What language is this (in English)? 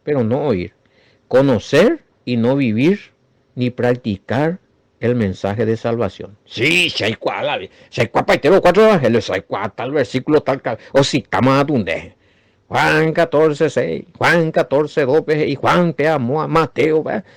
Guarani